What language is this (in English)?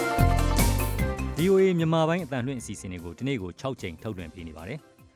Burmese